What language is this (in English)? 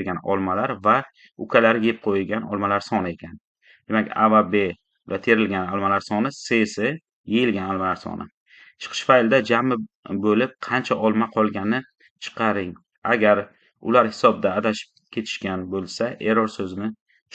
Uzbek